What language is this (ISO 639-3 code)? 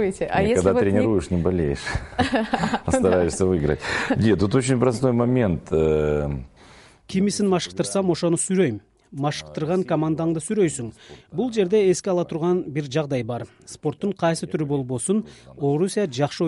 kir